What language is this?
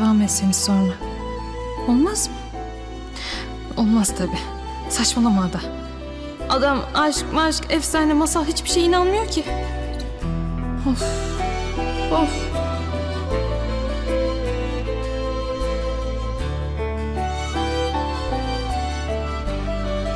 Turkish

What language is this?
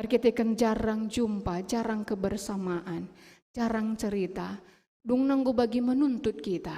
Batak Karo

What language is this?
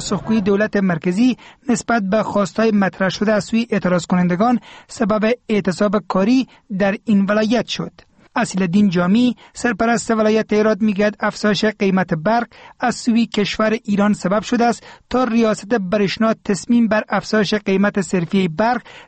Persian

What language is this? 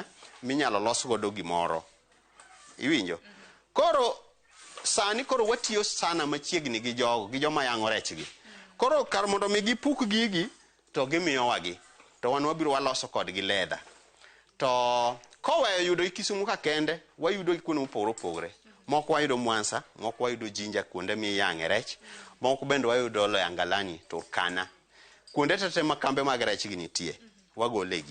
Luo (Kenya and Tanzania)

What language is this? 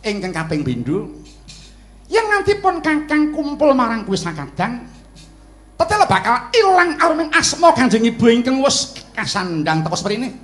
Javanese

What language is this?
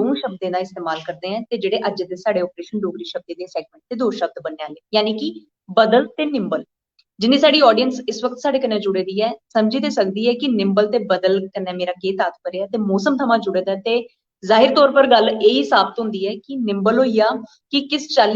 Dogri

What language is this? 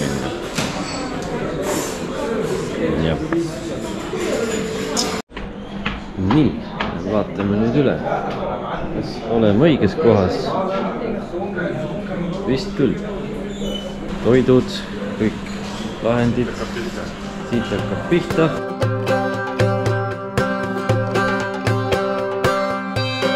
Estonian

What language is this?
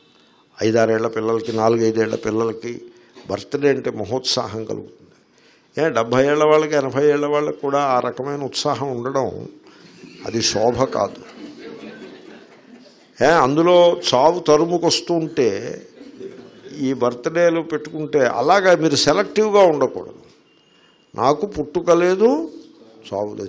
Telugu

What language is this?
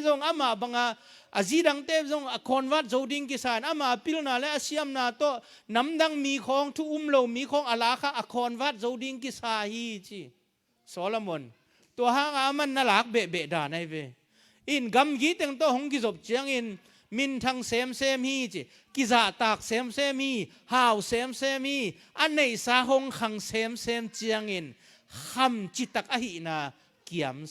Tedim Chin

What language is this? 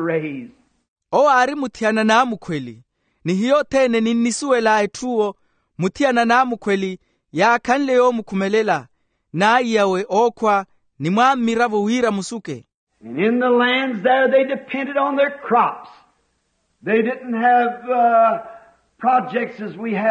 Makhuwa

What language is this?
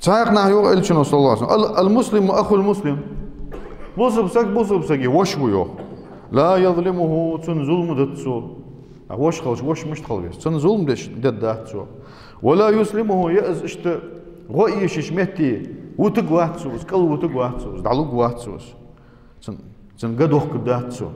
Ingush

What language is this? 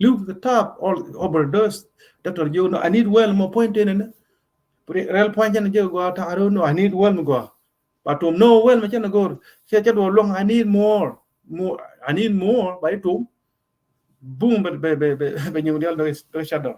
Nuer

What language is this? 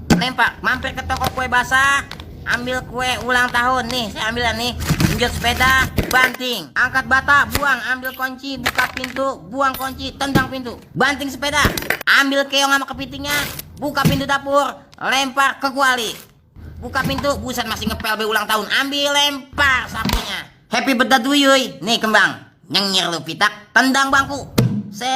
Betawi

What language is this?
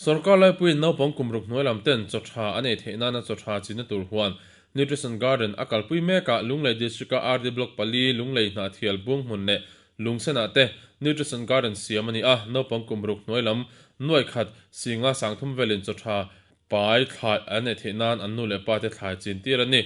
Mizo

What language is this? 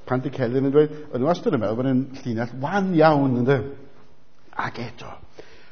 Welsh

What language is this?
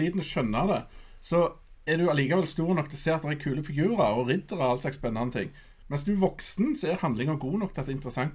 Norwegian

